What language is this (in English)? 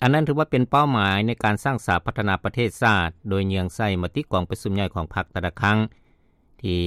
Lao